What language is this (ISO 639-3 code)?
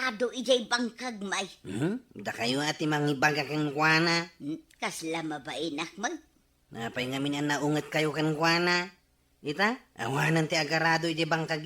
ilo